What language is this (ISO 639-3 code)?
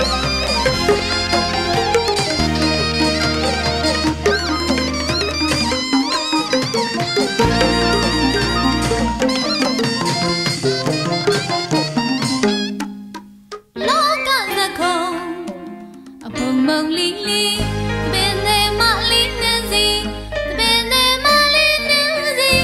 mya